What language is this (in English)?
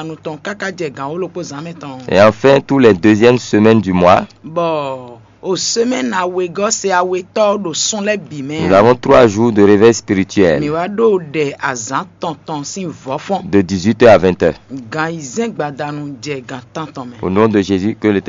Fon